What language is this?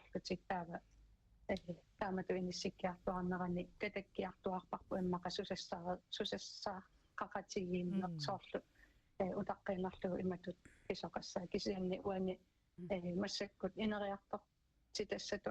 Kalaallisut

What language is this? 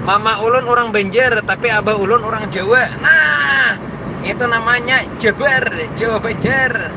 Banjar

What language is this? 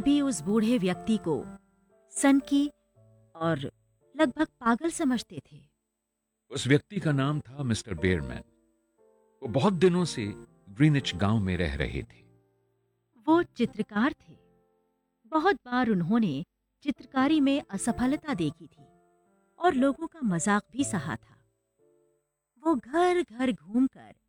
Hindi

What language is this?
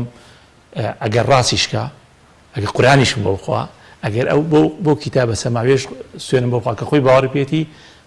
Central Kurdish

